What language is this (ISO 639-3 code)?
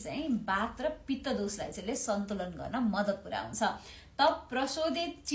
nep